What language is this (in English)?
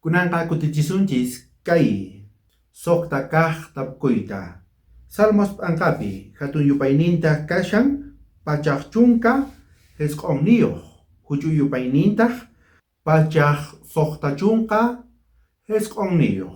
South Bolivian Quechua